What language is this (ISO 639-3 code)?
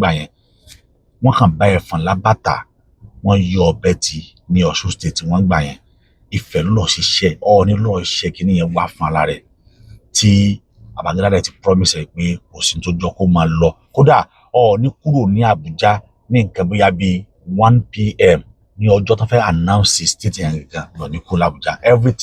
yor